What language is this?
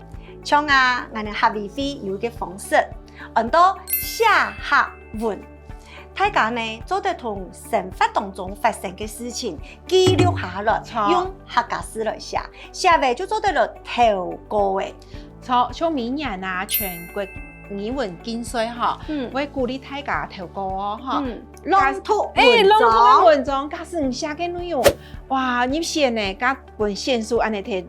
Hakka Chinese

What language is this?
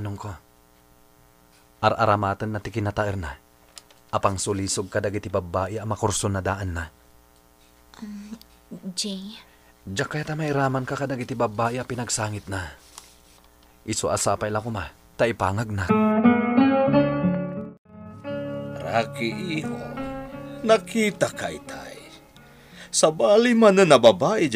Iloko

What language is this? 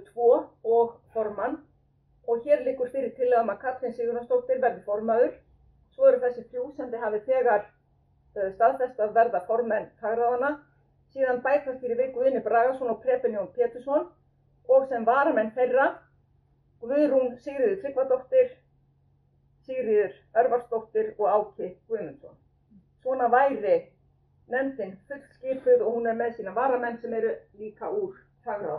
Icelandic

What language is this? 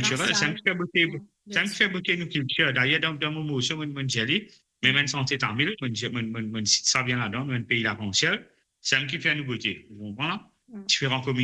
Morisyen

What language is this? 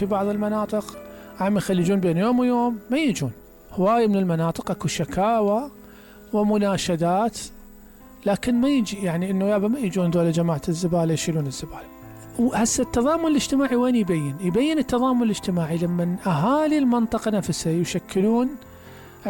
Mesopotamian Arabic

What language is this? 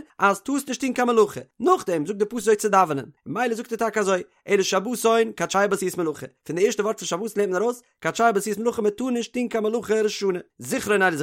Yiddish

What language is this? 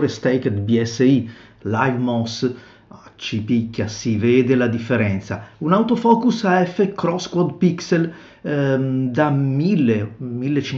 Italian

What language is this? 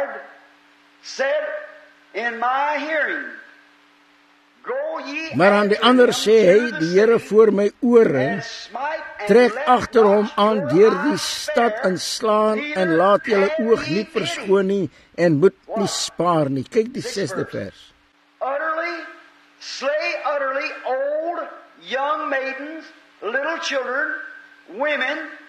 Afrikaans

